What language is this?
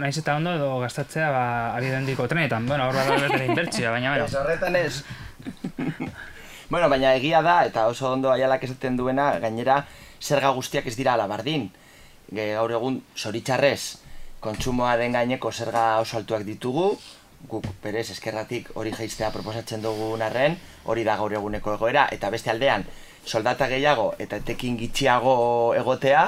Basque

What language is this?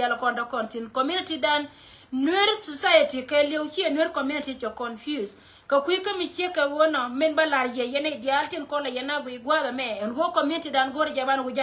Nuer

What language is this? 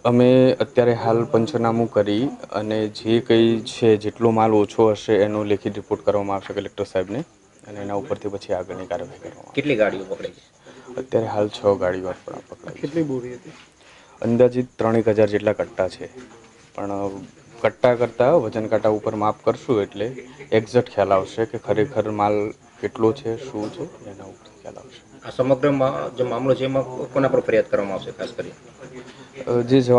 Gujarati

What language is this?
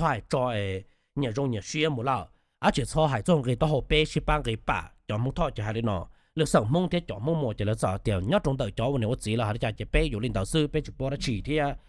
Hmong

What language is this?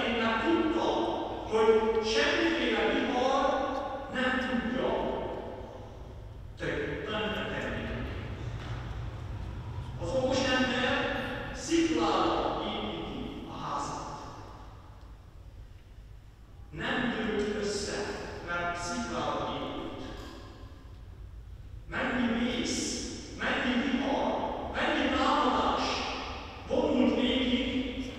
Hungarian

